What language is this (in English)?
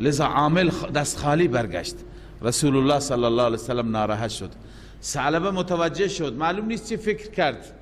Persian